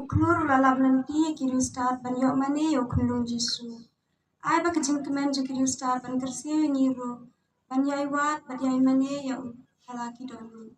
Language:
Khasi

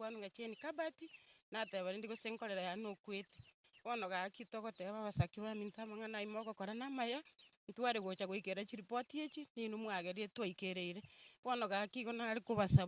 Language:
Gusii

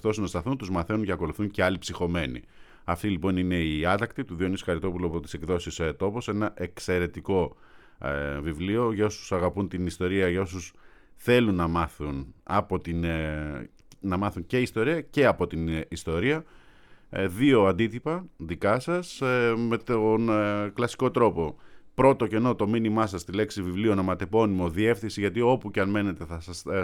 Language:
Greek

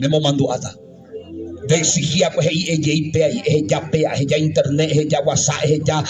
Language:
Guarani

